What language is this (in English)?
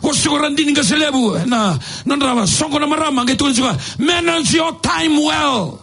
Fijian